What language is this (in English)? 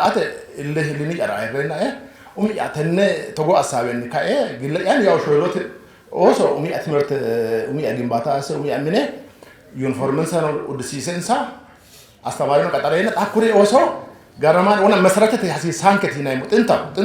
Sidamo